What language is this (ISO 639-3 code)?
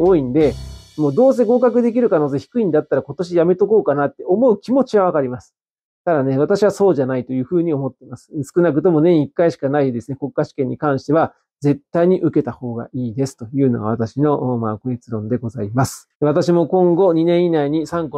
jpn